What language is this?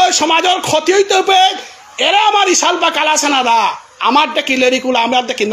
Bishnupriya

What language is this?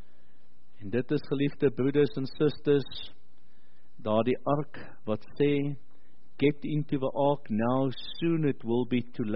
Afrikaans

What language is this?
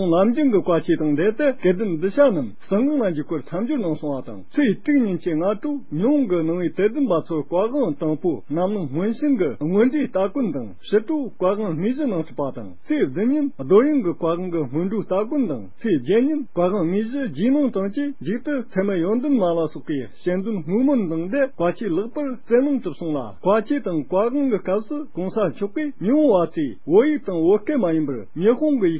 Tibetan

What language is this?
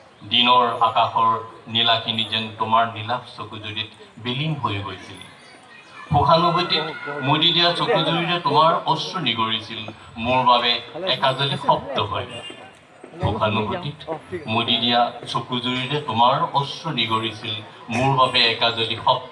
Assamese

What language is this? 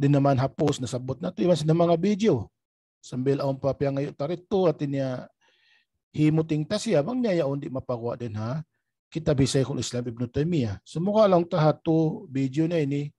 Tausug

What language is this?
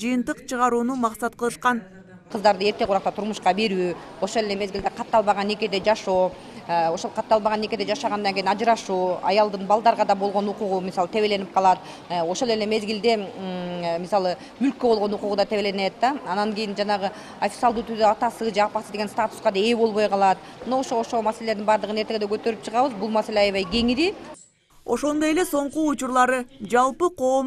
Kyrgyz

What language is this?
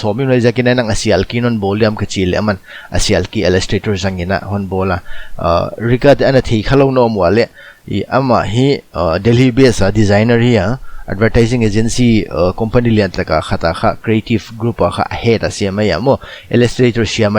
Paite Chin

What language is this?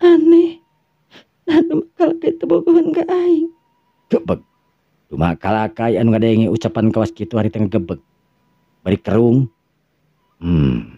Sundanese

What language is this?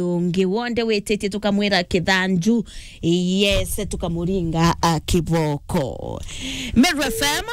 Meru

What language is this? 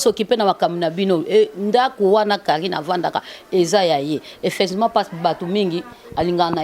Lingala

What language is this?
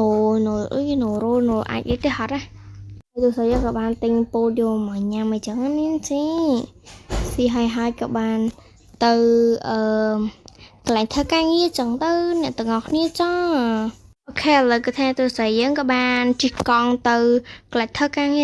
Khmer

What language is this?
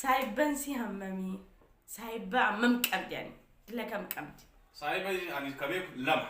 Oromo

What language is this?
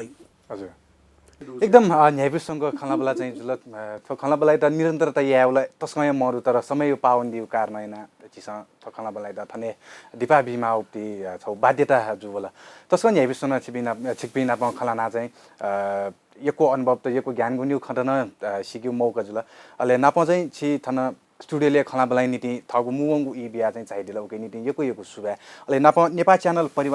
Newari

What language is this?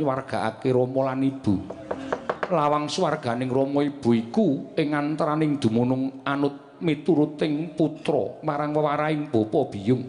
Javanese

